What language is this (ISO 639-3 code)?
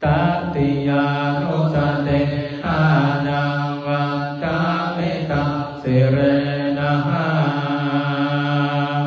pli